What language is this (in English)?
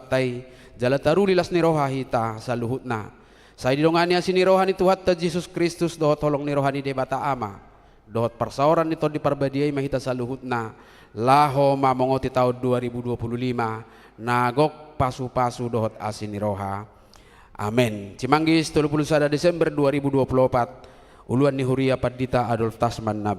Batak Toba